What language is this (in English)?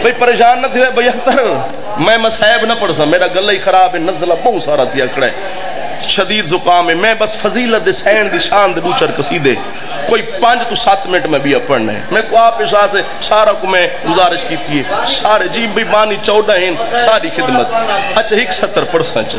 Saraiki